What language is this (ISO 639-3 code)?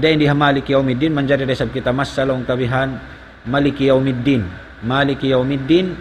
tsg